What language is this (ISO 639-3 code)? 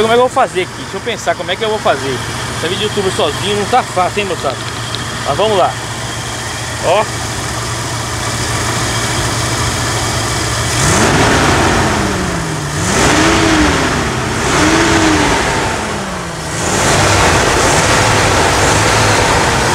por